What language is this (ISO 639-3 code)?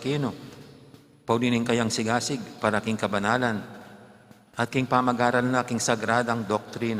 pam